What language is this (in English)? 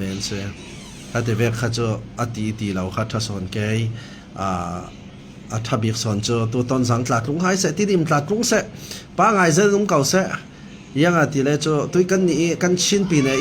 Falam Chin